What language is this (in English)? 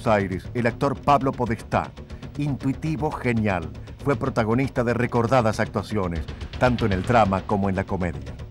Spanish